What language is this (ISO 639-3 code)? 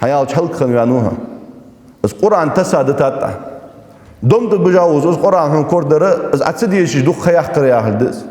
inh